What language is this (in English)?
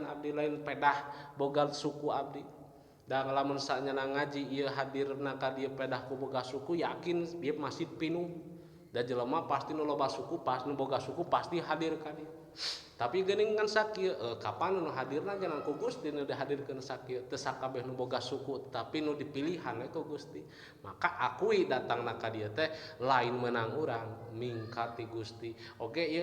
Sundanese